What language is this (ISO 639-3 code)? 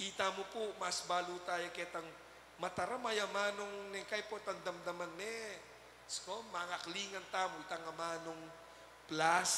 pam